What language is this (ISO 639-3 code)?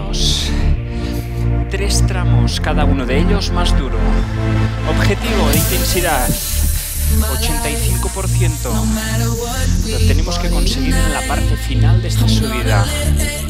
spa